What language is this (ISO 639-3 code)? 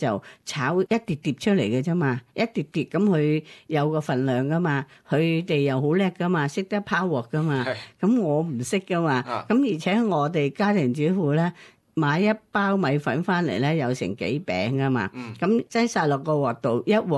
yue